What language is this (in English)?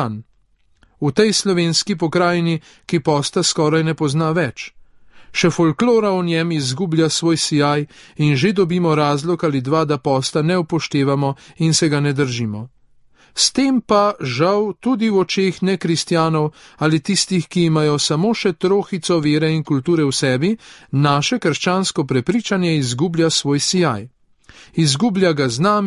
Slovenian